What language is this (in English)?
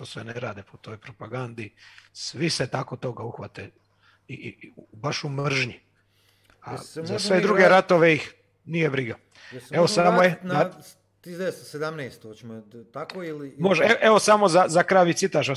Croatian